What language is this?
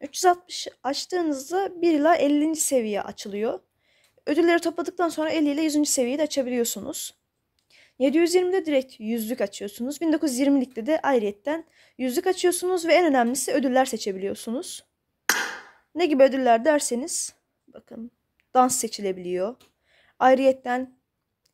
Turkish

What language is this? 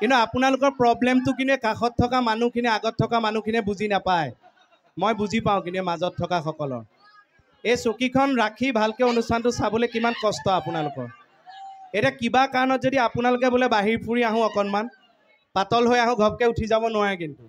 Assamese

